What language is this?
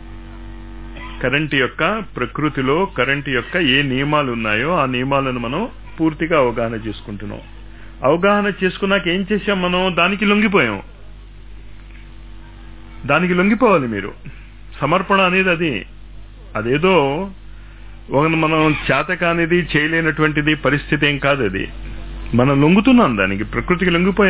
Telugu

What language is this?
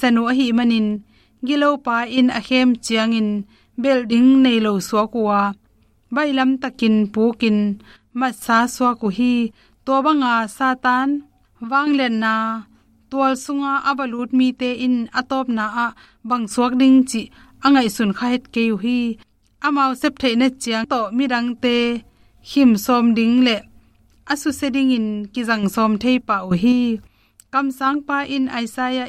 Tedim Chin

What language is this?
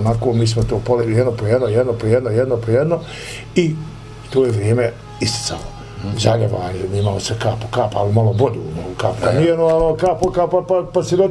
Bosnian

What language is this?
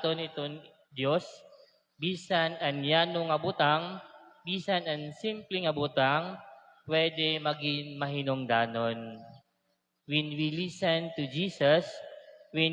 Waray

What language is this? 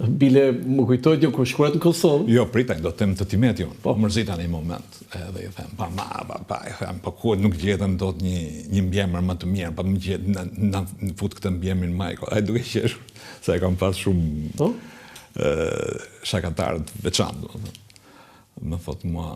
Albanian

